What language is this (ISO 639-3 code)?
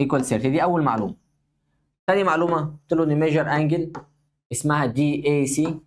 arz